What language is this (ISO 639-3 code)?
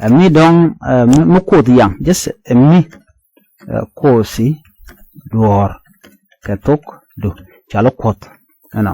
nus